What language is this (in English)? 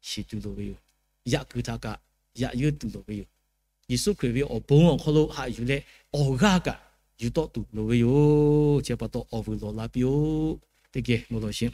Lahu